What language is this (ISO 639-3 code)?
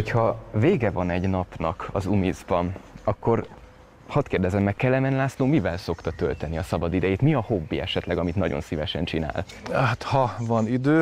hun